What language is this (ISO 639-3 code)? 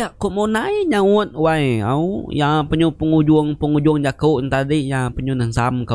iba